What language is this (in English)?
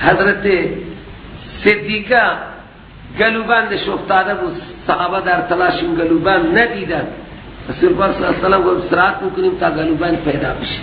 Persian